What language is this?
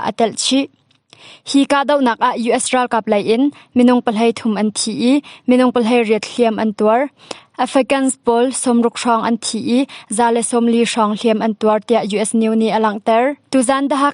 Hakha Chin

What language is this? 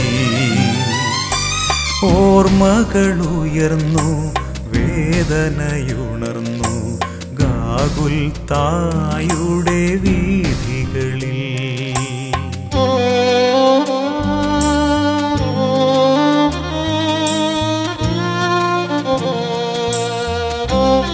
Malayalam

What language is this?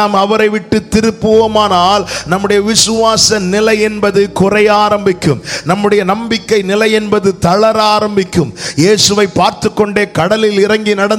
Tamil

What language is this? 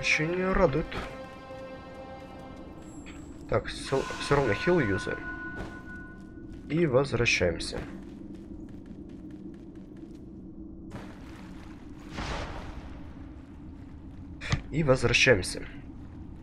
Russian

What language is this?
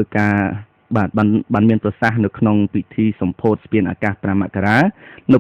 Khmer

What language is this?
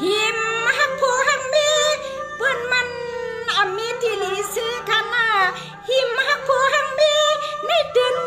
Shan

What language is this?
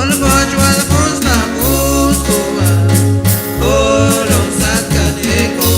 Chuj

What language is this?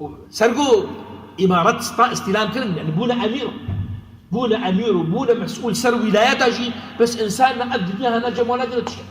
Kurdish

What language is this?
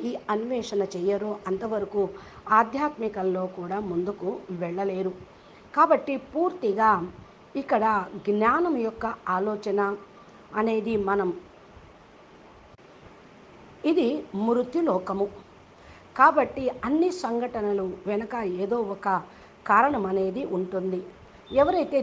Telugu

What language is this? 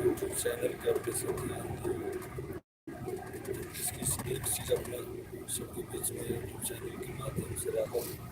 Maithili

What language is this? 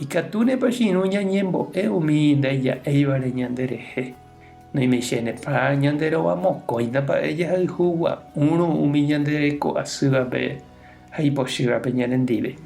Guarani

